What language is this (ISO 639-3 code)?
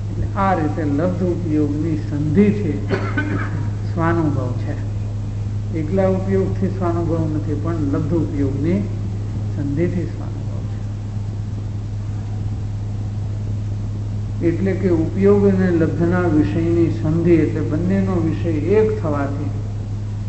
guj